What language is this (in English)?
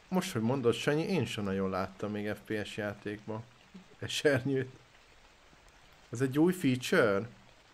Hungarian